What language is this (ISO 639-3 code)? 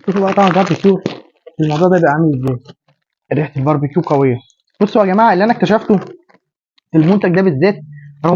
arz